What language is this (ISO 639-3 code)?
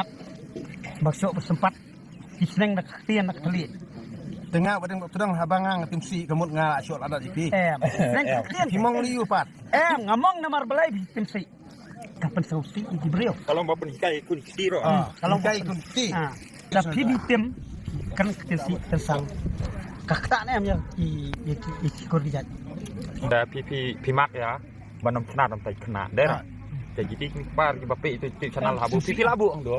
kha